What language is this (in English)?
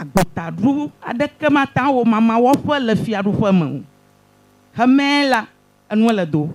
Ewe